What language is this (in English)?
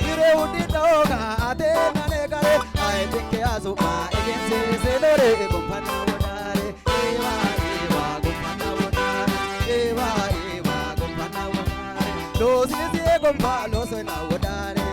Sidamo